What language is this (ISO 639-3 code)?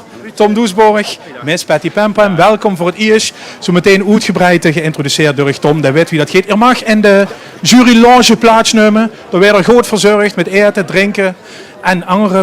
lim